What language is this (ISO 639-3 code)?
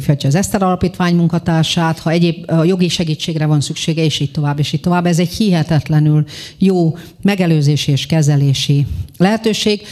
hun